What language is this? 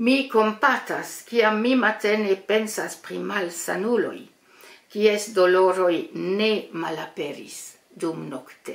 Esperanto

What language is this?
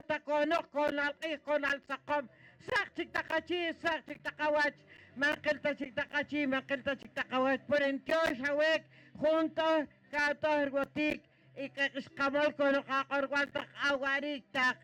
Poqomchi'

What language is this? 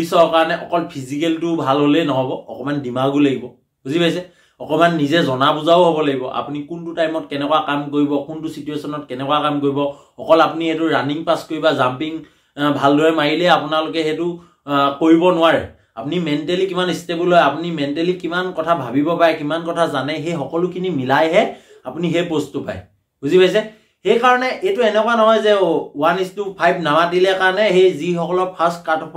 Assamese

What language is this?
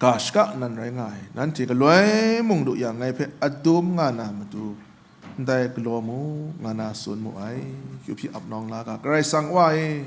Kachin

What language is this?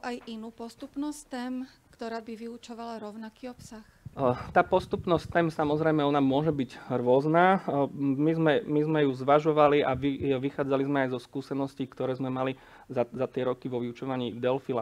Slovak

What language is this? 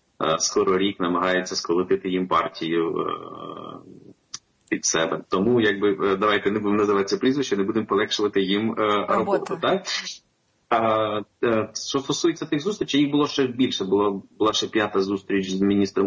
Ukrainian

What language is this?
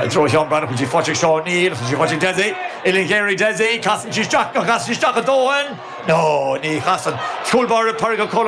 Irish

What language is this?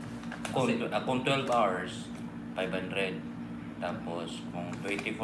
Cebuano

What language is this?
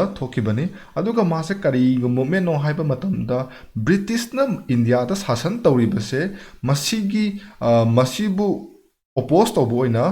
Manipuri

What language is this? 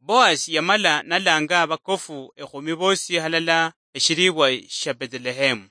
Luyia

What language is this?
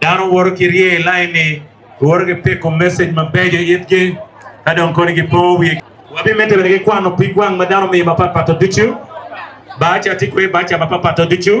Acoli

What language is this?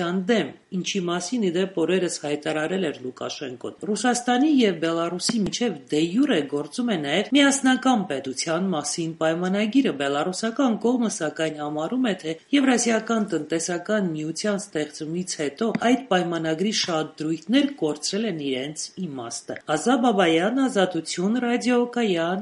Armenian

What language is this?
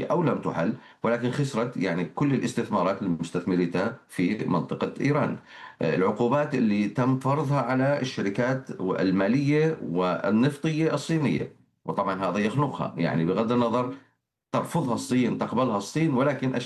Arabic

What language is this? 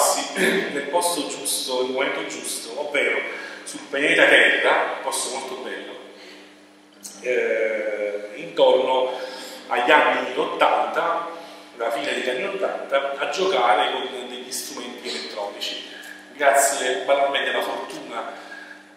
Italian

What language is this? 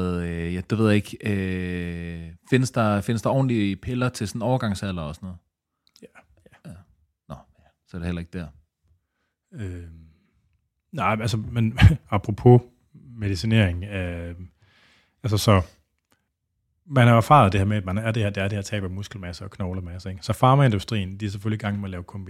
Danish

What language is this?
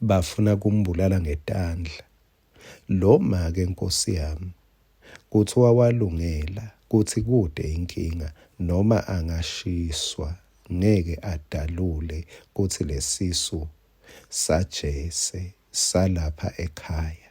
Swati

